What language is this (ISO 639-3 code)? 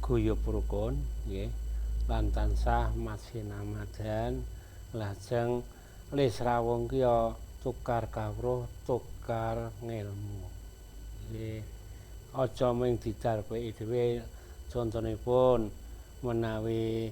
jav